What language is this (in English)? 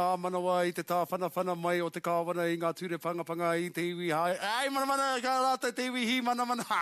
Māori